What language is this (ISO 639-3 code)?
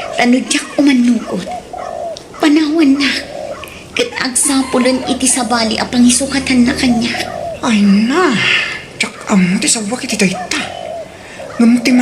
ilo